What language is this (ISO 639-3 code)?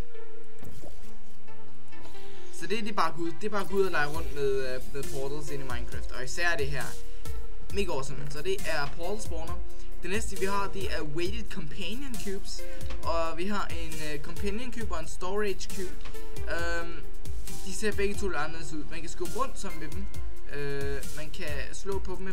dan